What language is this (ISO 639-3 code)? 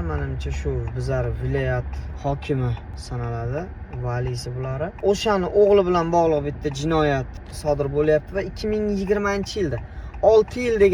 uzb